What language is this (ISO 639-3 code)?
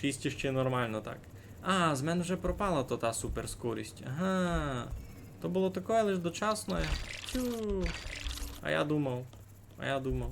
rue